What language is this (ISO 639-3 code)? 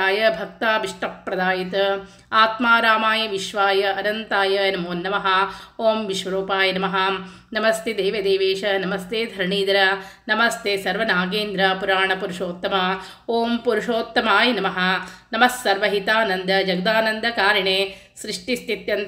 kan